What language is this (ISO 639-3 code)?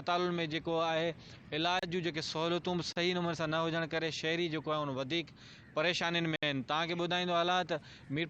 snd